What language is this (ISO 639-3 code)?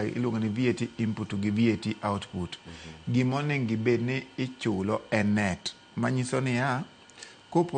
luo